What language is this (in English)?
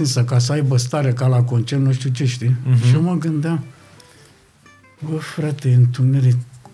Romanian